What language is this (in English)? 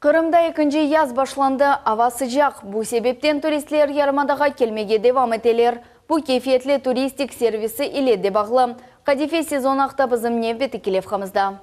Crimean Tatar